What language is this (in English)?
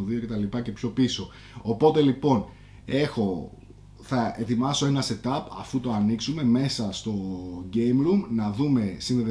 Greek